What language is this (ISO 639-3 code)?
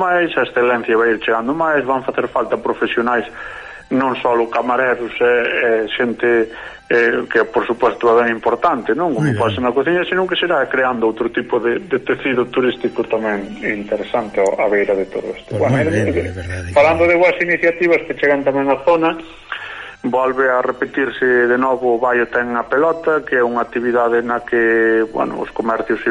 glg